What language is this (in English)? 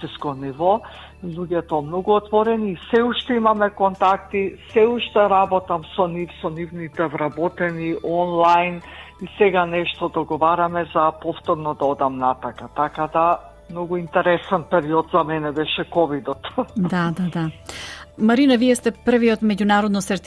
Macedonian